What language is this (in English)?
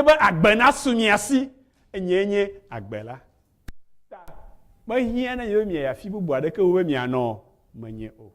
Ewe